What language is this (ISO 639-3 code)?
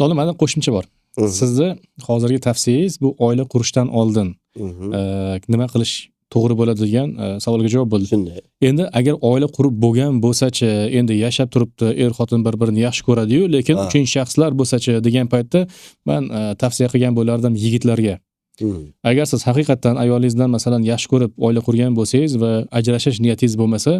uzb